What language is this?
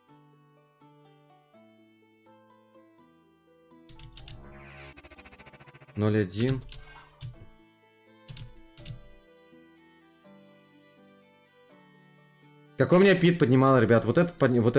Russian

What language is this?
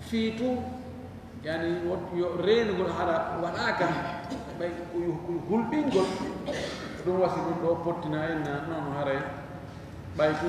Fula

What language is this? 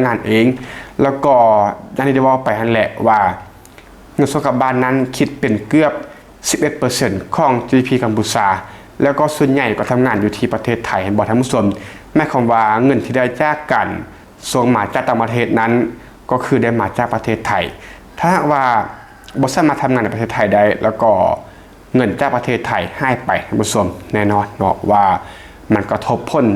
Lao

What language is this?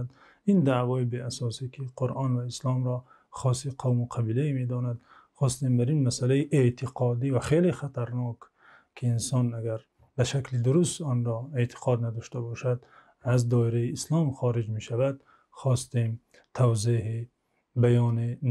Tajik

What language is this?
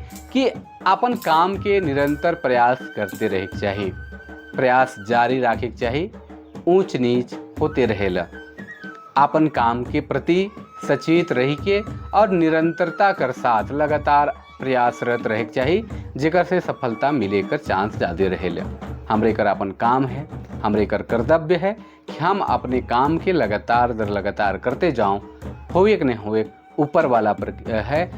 Sadri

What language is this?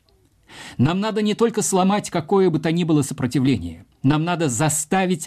Russian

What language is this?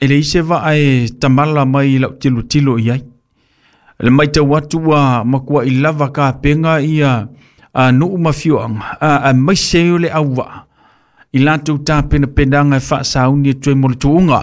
Samoan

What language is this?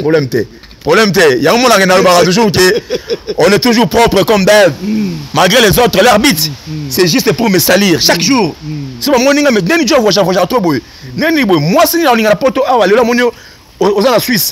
Lingala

